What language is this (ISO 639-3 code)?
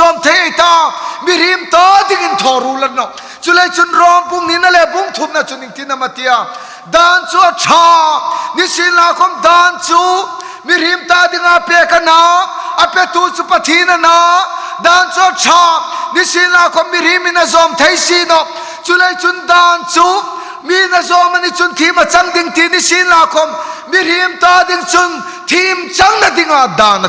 hmr